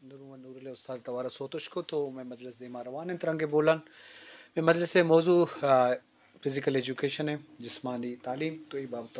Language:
Eastern Balochi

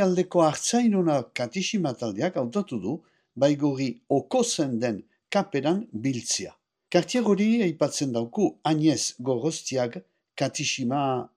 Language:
Basque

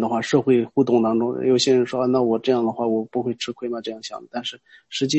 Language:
Chinese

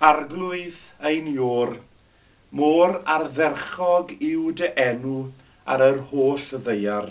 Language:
Welsh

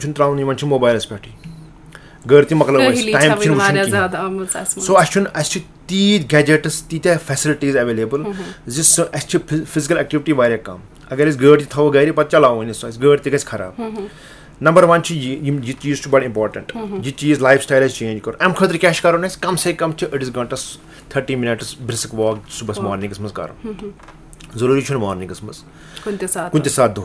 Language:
Kashmiri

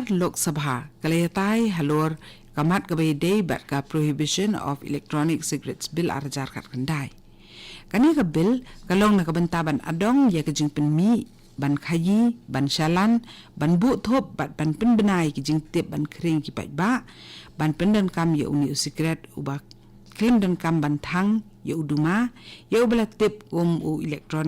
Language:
Khasi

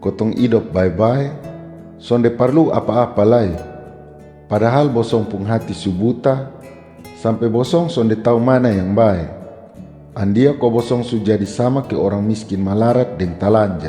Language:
Kupang Malay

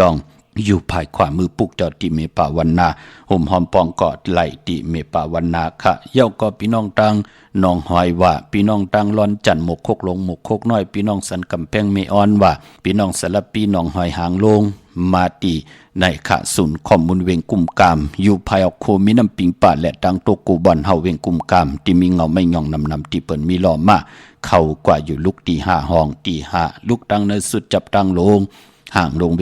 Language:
Shan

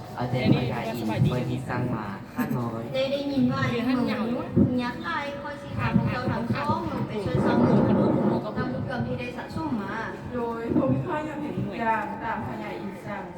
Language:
Lao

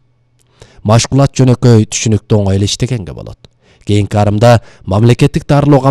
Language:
Kyrgyz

